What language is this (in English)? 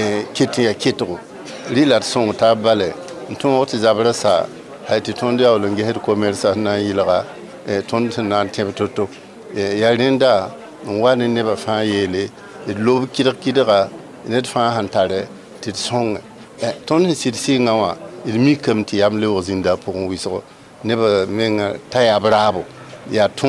Mossi